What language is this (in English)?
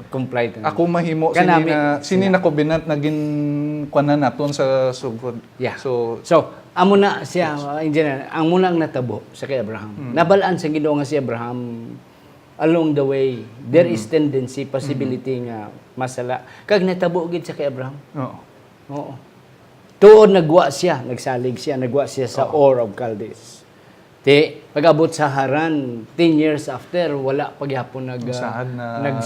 Hiligaynon